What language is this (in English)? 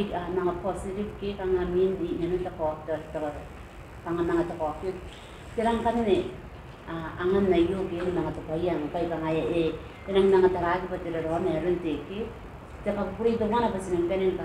Gilbertese